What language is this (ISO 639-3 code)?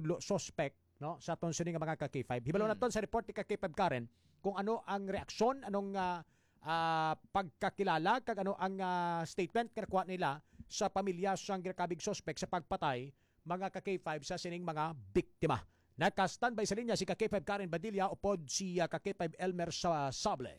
hil